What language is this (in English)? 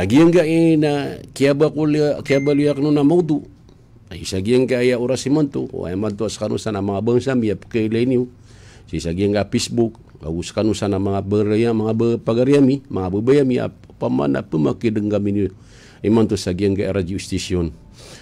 Maranao